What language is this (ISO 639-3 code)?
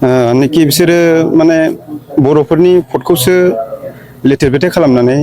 brx